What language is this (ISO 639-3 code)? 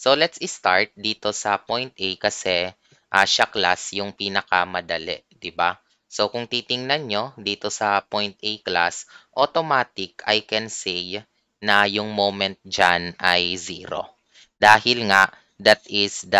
fil